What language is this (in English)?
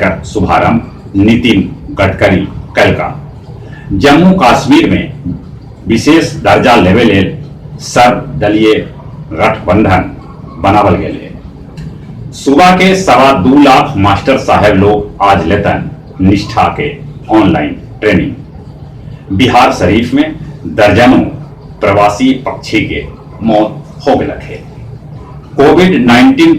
Magahi